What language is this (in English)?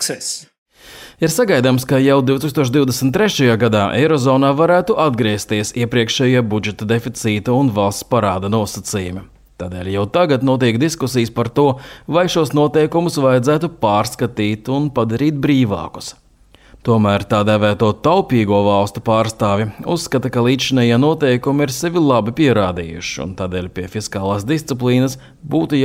Latvian